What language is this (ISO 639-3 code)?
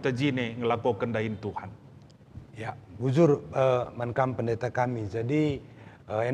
btx